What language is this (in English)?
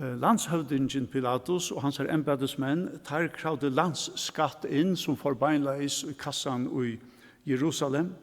Faroese